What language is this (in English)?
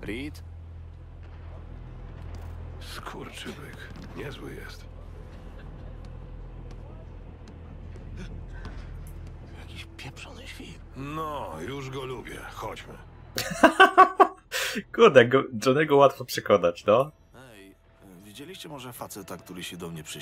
Polish